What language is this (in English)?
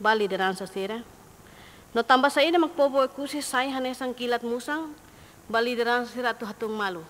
Tetum